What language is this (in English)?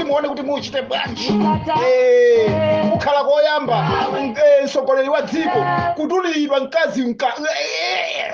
Nyanja